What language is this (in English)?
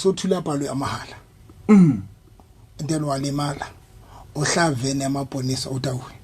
Southern Sotho